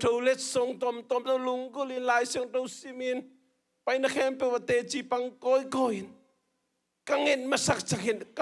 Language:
Tedim Chin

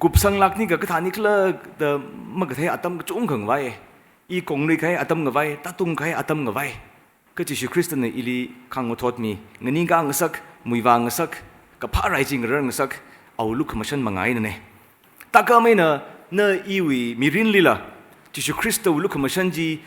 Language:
Tangkhul Naga (India)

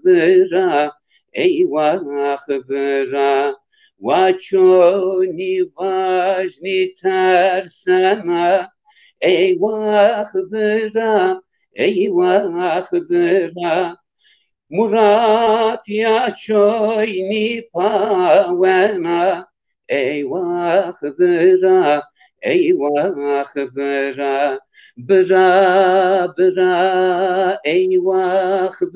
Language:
Zaza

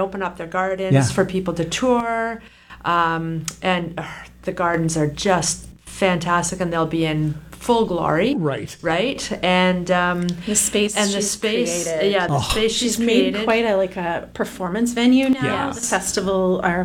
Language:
English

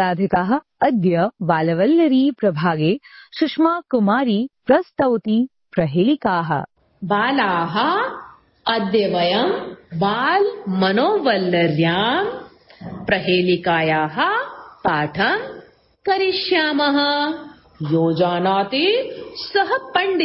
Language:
Sanskrit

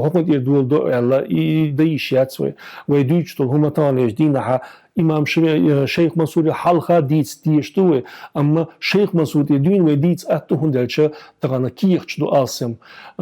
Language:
Chechen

